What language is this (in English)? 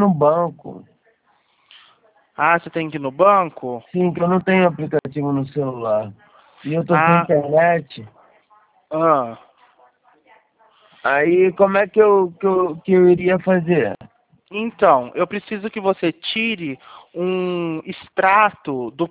Portuguese